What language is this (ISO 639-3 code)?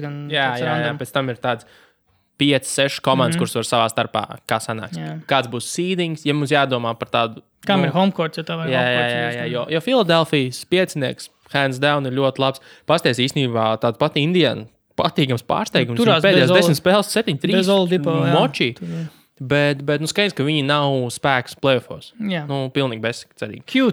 lav